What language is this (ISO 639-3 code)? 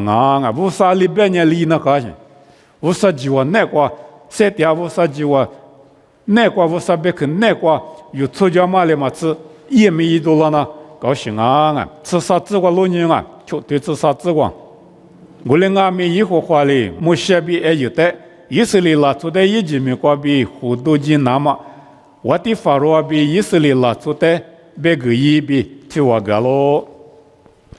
lis